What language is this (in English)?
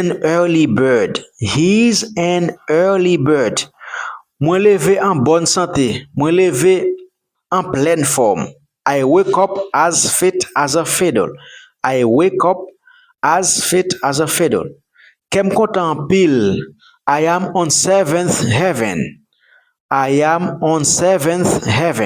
Haitian Creole